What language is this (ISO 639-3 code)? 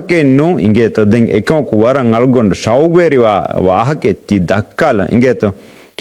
div